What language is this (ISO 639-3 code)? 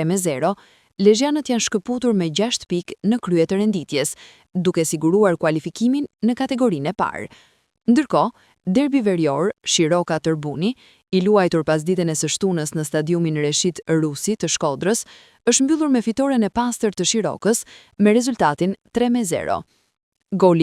sqi